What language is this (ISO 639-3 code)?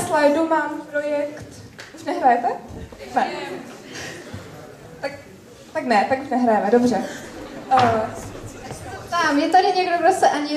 ces